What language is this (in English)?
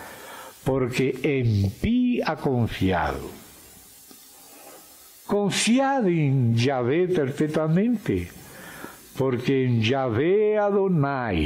Spanish